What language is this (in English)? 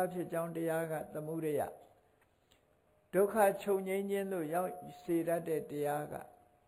Burmese